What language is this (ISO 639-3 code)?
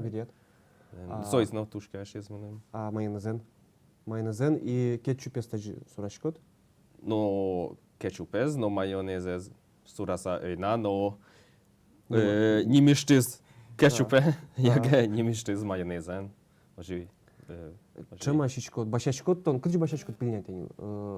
udm